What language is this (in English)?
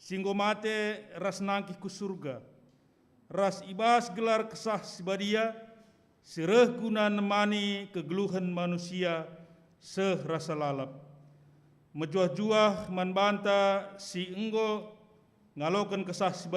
Batak Karo